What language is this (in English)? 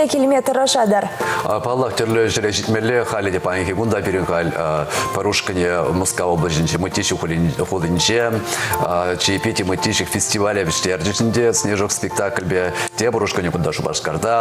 Chuvash